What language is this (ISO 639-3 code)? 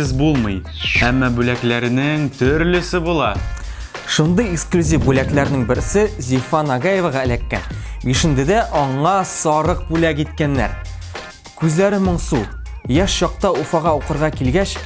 tat